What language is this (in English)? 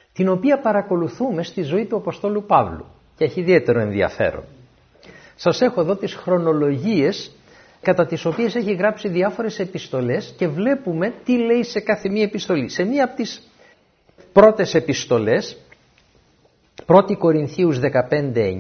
Greek